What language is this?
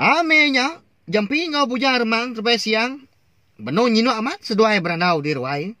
Iban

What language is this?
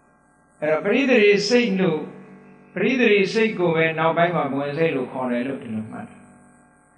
Burmese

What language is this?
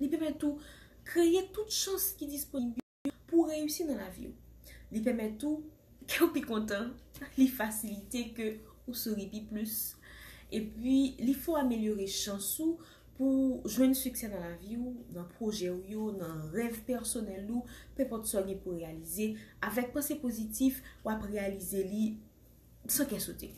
Haitian Creole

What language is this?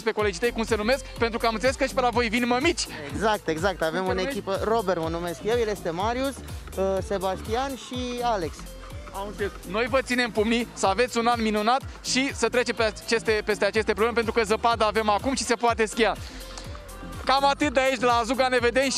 Romanian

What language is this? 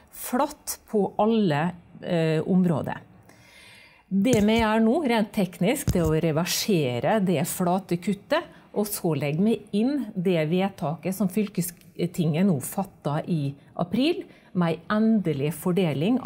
Norwegian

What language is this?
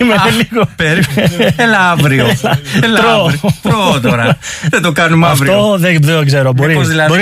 Greek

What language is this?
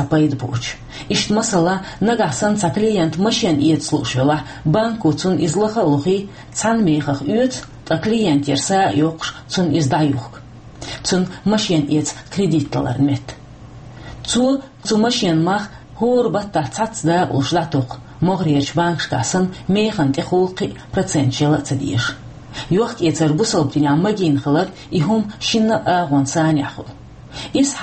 Chechen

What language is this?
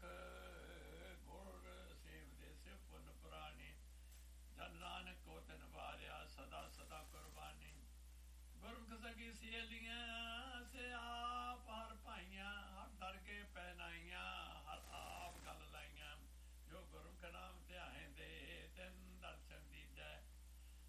Punjabi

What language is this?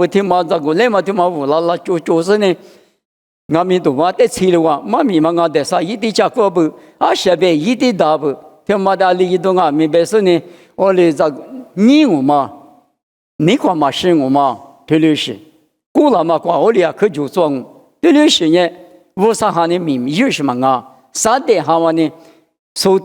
Lisu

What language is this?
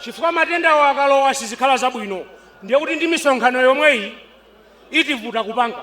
Nyanja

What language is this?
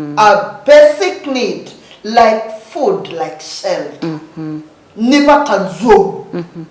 Kamba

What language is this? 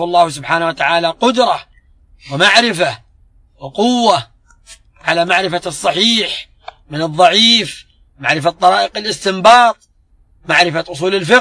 Arabic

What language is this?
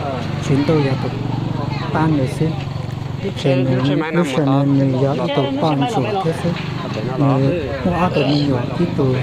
Hmong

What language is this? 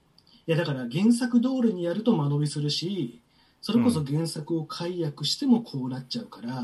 Japanese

